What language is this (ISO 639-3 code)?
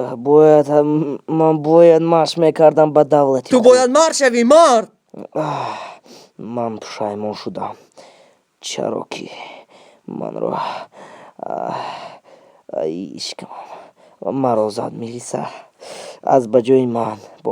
tgk